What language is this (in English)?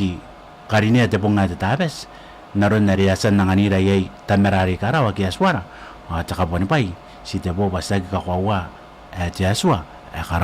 Gilbertese